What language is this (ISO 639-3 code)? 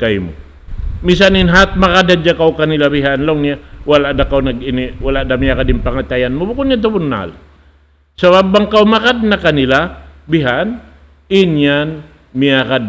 tsg